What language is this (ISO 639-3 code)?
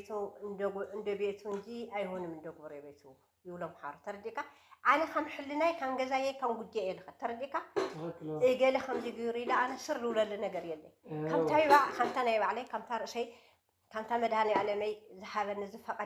tir